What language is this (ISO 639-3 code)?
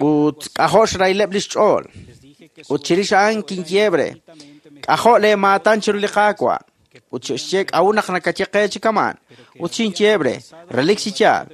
kek